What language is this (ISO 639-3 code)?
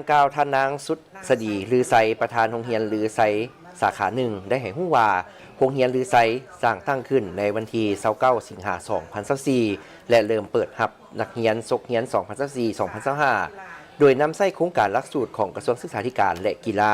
lao